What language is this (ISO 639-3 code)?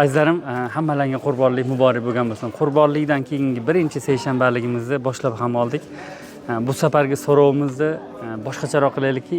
uzb